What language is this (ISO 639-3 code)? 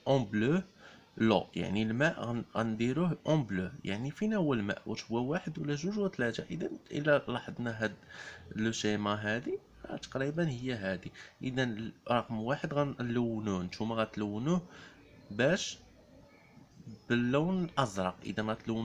ary